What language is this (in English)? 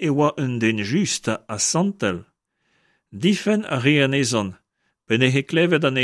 Breton